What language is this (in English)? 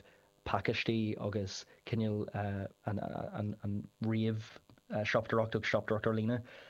Irish